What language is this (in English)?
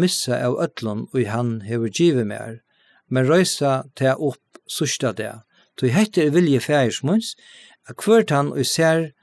Faroese